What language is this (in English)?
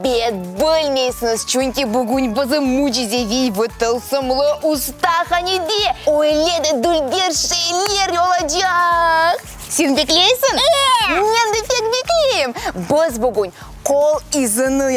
Crimean Tatar